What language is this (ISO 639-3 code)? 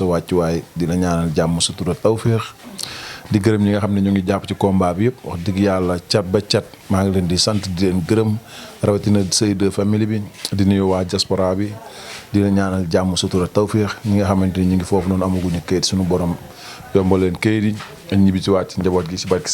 wol